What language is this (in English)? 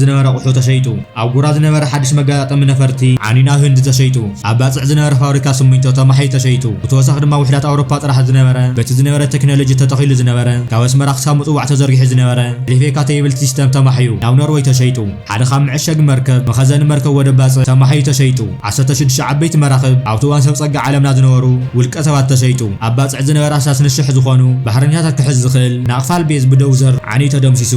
Tigrinya